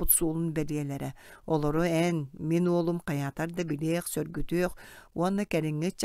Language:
Yakut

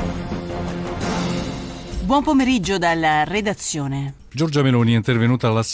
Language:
Italian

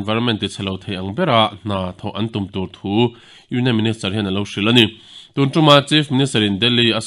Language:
Mizo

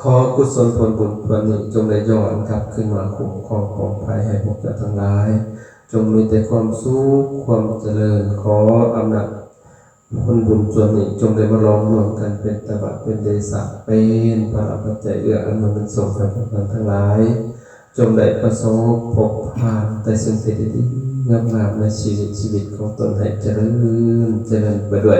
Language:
Lao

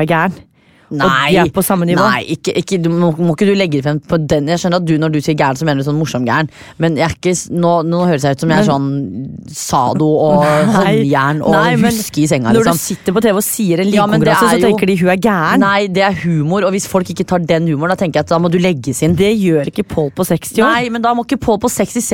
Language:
Norwegian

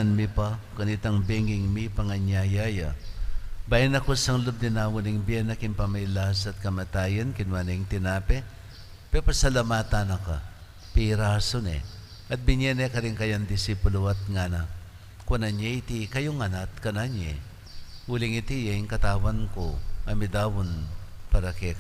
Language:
Pampanga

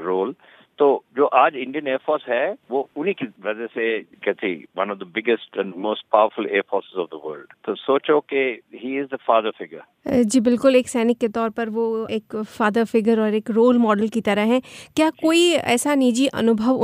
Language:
Hindi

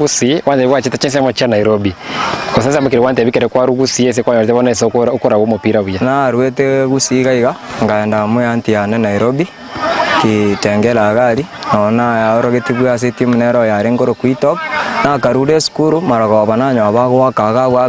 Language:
Gusii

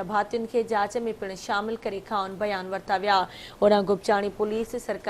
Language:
Sindhi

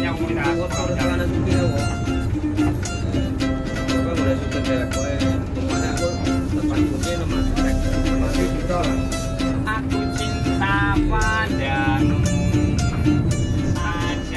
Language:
Indonesian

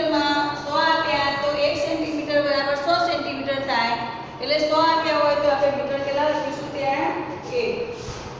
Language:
Gujarati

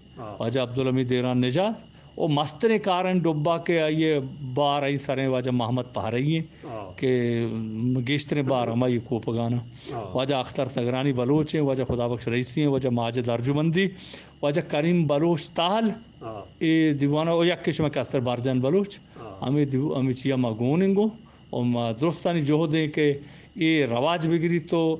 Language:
Eastern Balochi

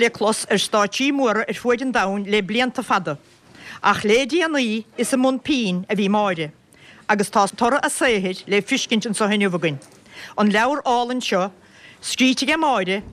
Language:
Irish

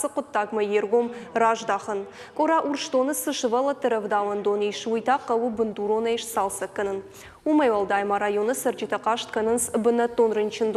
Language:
Ossetic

